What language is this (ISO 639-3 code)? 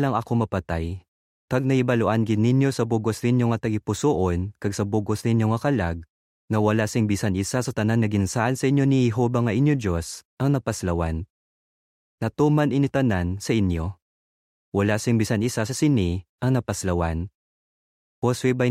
hil